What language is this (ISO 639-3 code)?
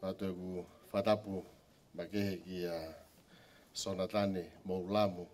ton